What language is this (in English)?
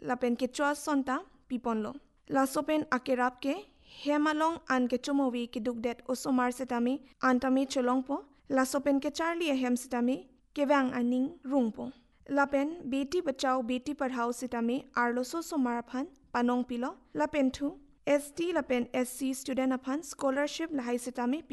Karbi